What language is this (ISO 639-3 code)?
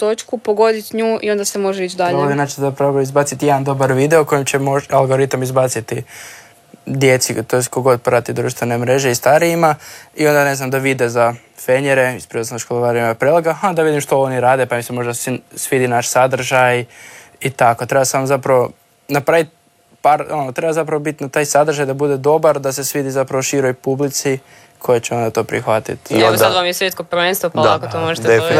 hrv